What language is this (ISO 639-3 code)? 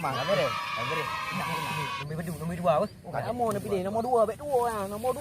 ace